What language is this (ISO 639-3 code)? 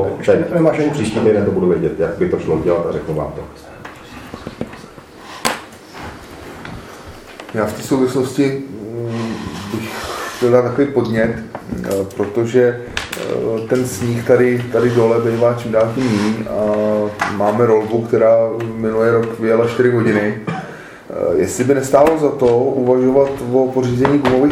ces